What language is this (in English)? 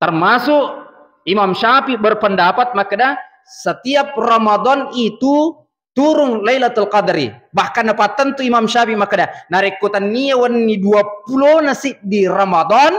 Buginese